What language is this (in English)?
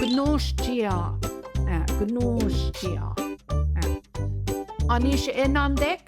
Central Ojibwa